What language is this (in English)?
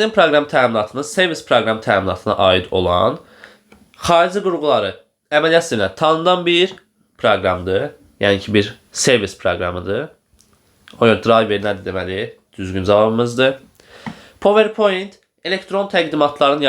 Azerbaijani